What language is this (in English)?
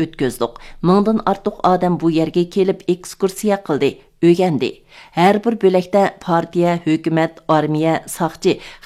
Uyghur